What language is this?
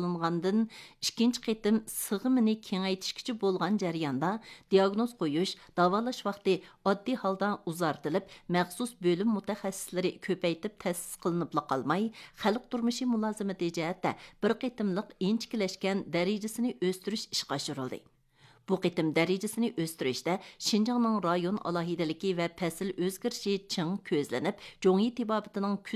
Uyghur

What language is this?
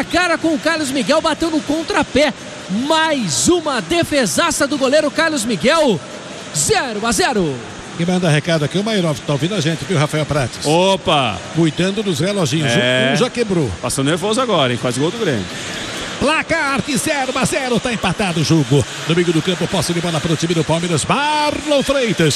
Portuguese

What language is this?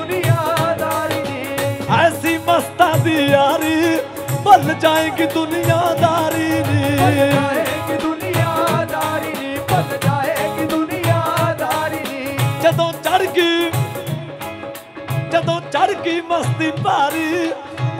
Punjabi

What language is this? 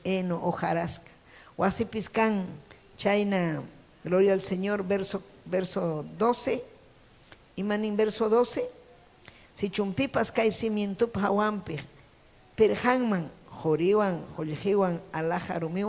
Ayacucho Quechua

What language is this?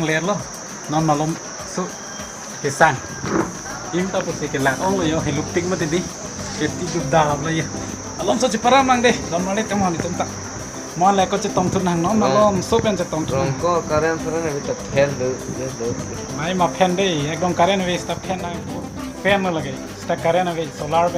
Karbi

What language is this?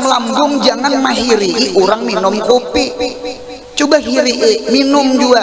Banjar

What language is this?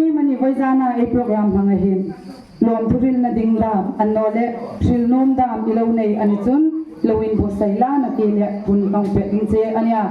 Hmar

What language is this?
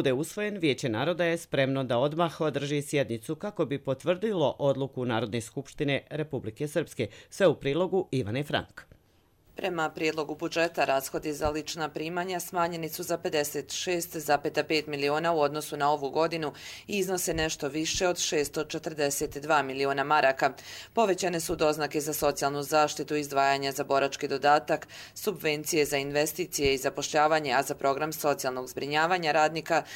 Croatian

